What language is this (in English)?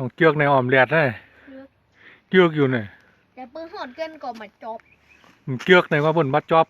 Shan